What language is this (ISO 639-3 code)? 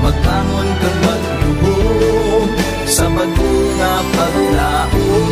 hil